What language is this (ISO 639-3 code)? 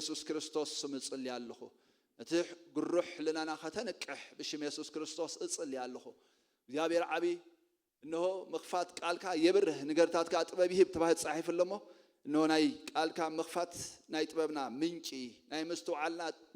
tir